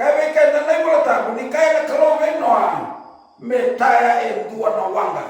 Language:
Fijian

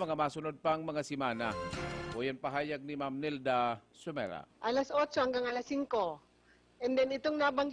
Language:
Bikol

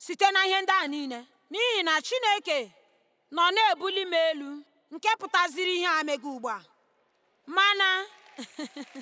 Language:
Igbo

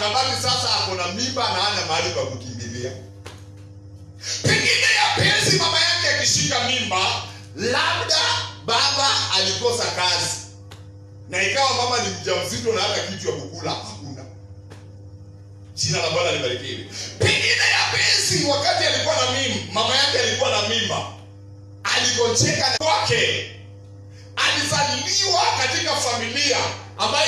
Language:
Swahili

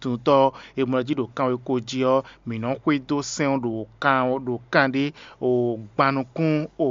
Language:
Fon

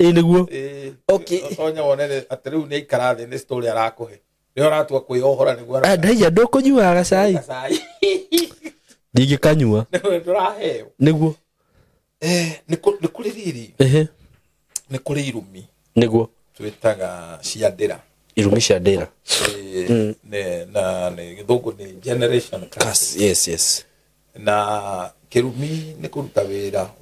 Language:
Kikuyu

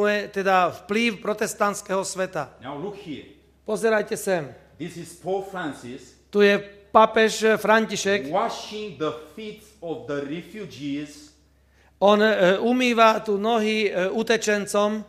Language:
Slovak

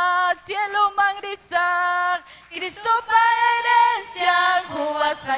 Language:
Ayacucho Quechua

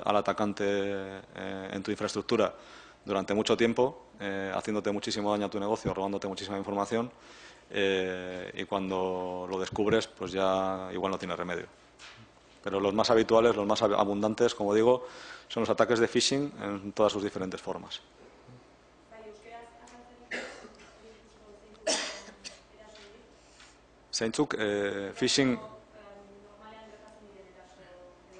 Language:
Spanish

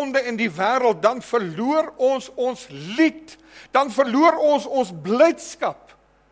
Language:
Afrikaans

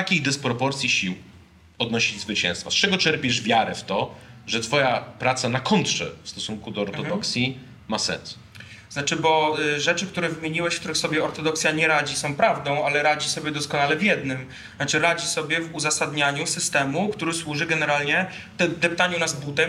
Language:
Polish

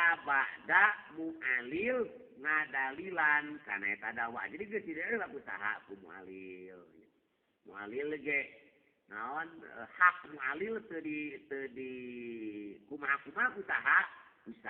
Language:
Sundanese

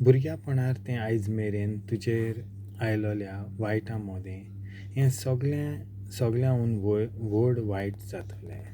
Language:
Konkani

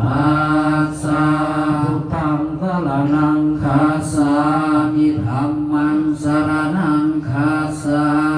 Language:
Pali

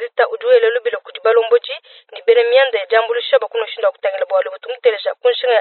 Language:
Luba-Lulua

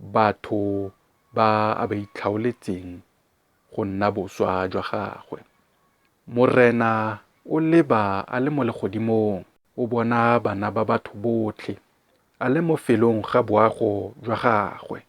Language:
Tswana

